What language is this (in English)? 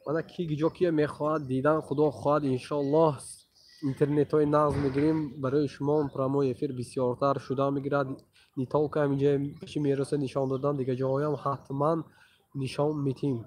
Tajik